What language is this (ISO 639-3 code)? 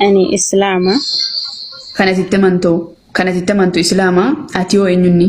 orm